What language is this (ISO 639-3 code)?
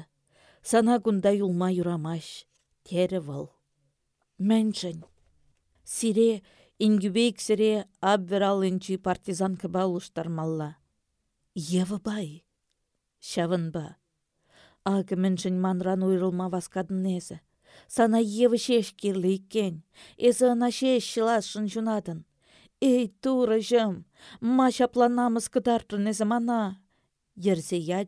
chv